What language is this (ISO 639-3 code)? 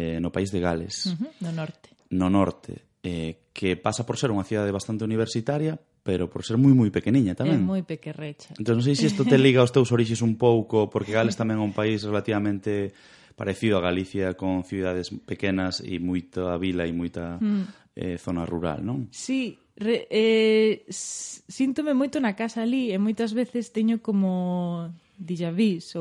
glg